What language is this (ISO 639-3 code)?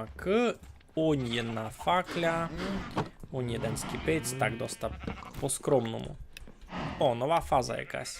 rue